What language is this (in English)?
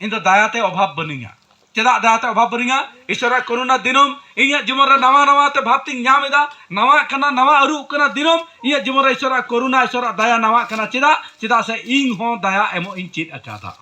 Santali